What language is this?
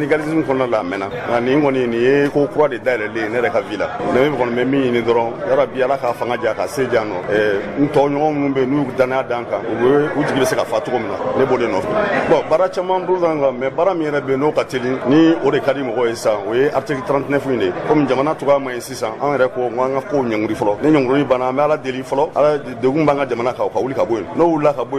Bambara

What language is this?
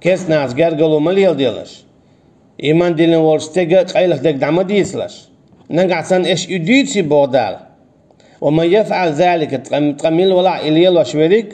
Chechen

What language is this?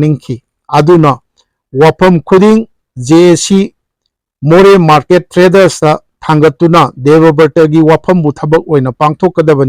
Manipuri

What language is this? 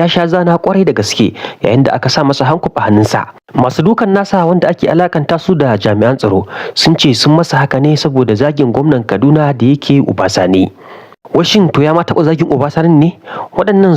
Hausa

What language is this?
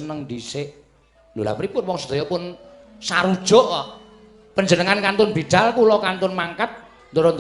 Javanese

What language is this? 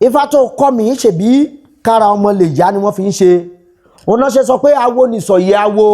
Yoruba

